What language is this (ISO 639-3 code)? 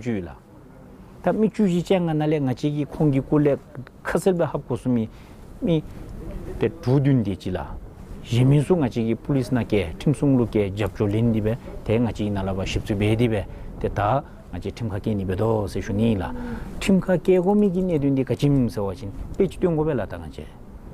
dzo